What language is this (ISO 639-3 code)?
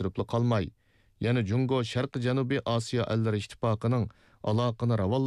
uig